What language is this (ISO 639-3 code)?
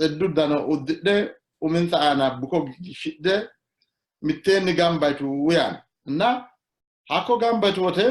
sid